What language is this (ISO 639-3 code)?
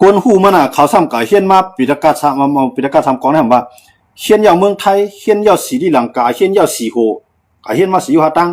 shn